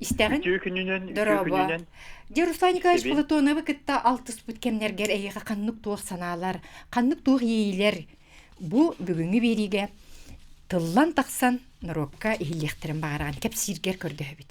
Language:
Yakut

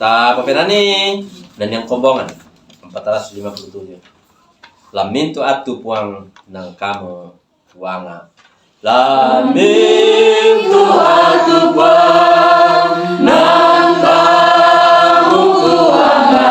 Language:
Toraja-Sa'dan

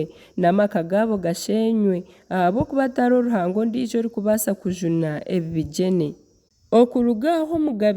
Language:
Nyankole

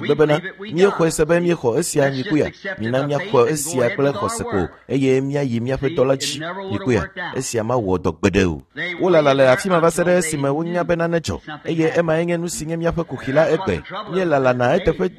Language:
Ewe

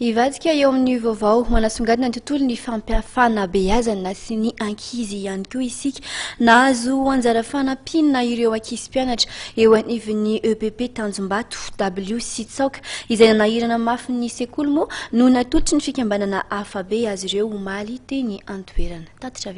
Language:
Malagasy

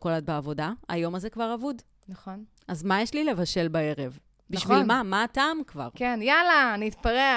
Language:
Hebrew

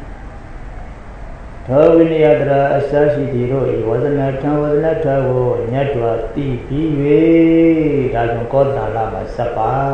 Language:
Burmese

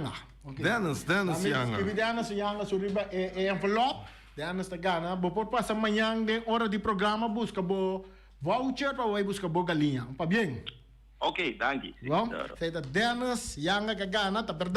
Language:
Papiamento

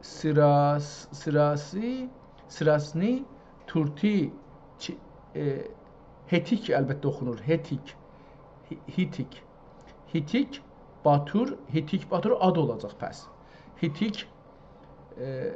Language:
South Azerbaijani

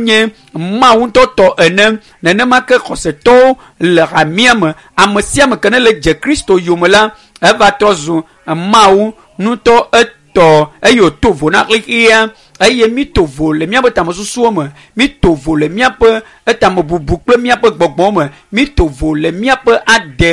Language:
Ewe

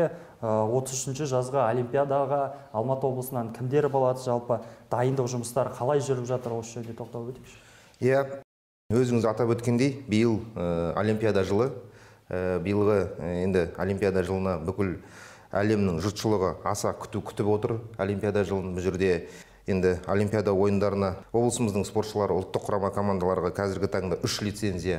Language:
Kazakh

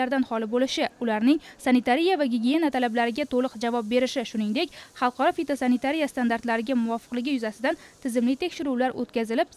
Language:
Uzbek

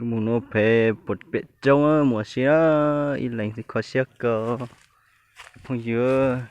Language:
Hmong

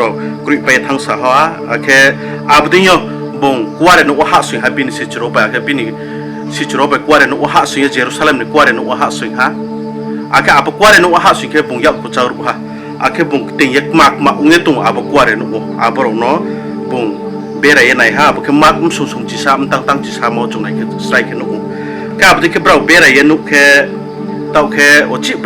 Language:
Riang (India)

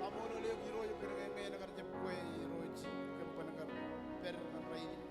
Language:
Marshallese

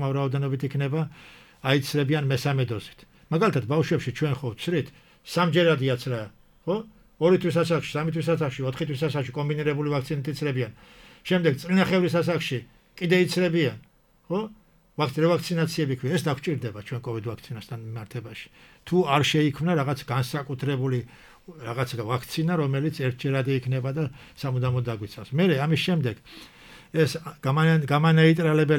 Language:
Georgian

